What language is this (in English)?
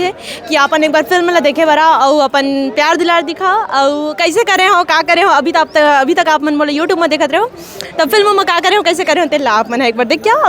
Chhattisgarhi